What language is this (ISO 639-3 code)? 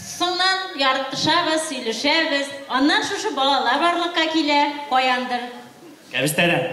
bak